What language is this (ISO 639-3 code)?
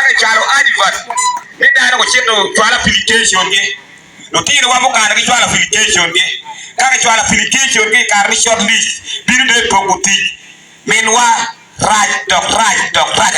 ach